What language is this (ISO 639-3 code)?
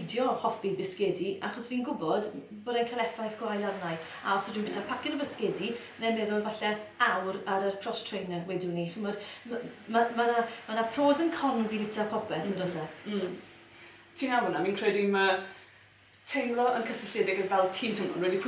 cym